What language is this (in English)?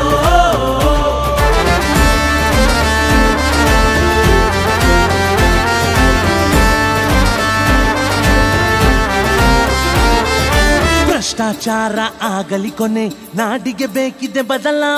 Kannada